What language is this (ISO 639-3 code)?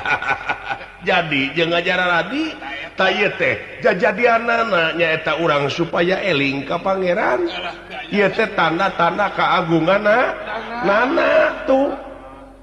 sun